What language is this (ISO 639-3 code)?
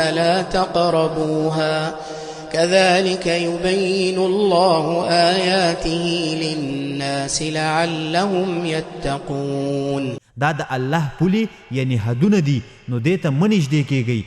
pus